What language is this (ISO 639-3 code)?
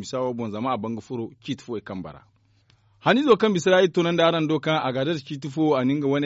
dje